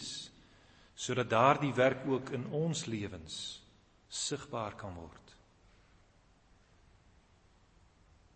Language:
Afrikaans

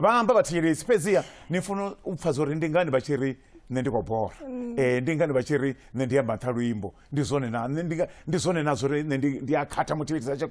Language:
Venda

